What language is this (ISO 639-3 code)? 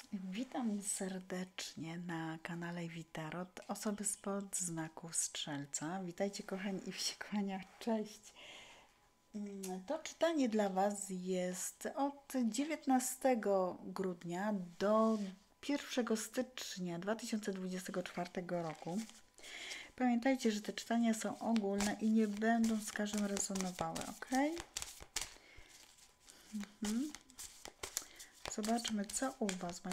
pol